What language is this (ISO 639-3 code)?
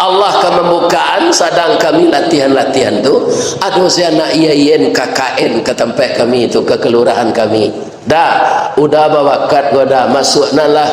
min